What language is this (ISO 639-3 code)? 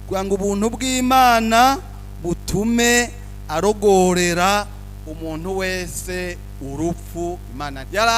run